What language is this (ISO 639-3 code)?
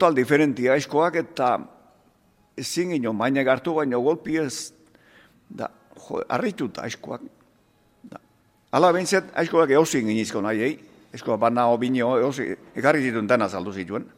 eus